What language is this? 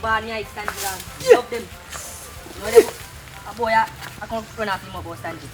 Jamaican Creole English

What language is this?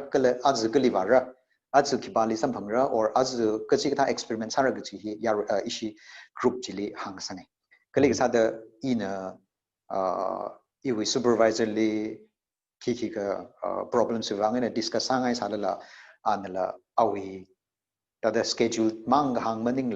Tangkhul Naga (India)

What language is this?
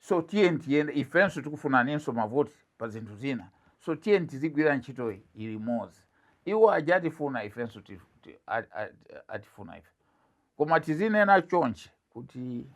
Nyanja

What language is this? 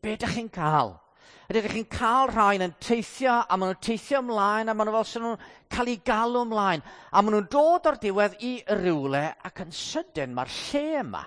Welsh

